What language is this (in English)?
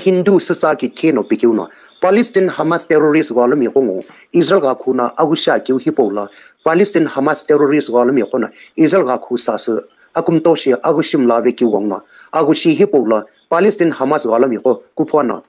Sumi Naga